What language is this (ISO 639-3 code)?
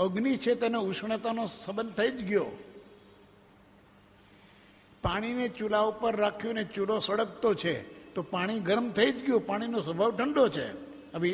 guj